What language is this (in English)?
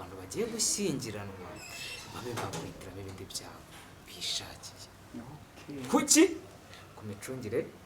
Kinyarwanda